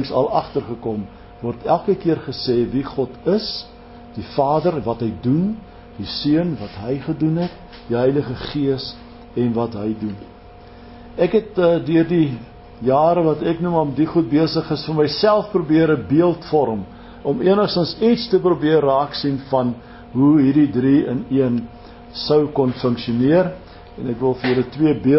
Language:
Afrikaans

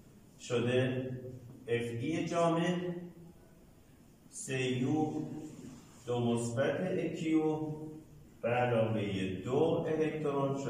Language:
Persian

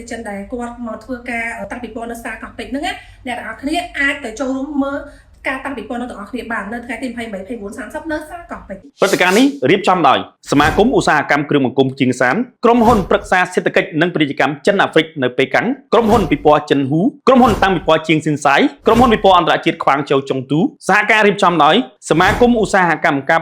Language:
Khmer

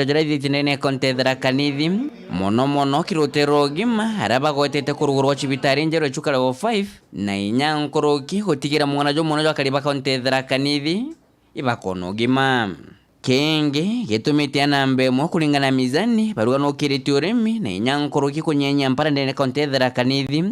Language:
Meru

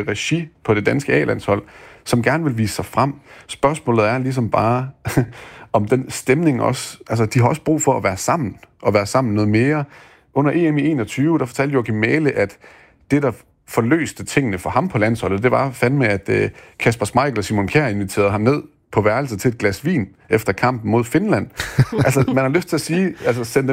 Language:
Danish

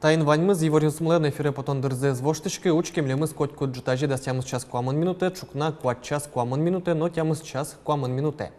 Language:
Udmurt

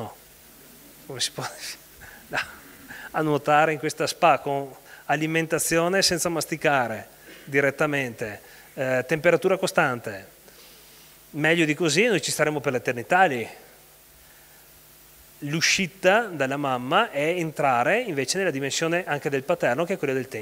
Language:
Italian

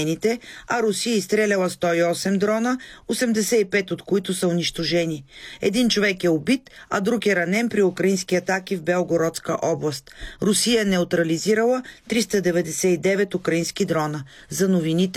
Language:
Bulgarian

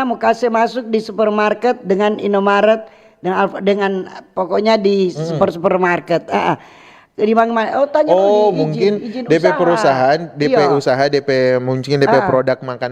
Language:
Manado Malay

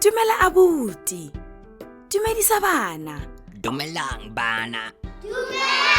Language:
Tswana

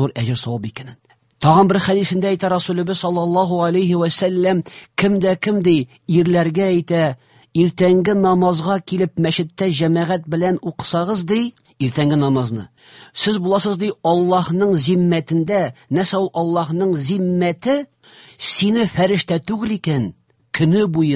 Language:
Tatar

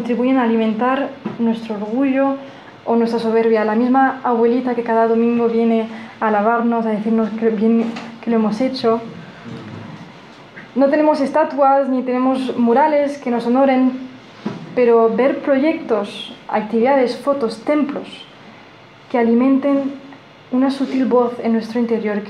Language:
Spanish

